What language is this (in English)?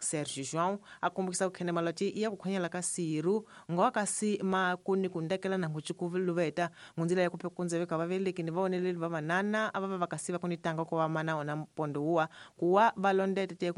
Tsonga